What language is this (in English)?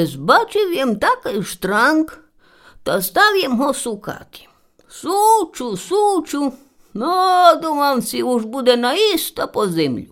Rusyn